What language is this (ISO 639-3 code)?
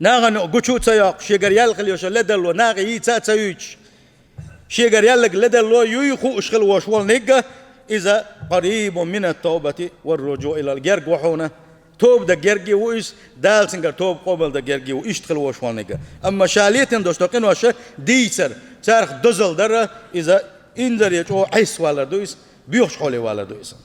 che